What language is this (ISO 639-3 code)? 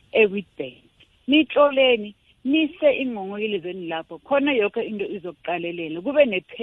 nbl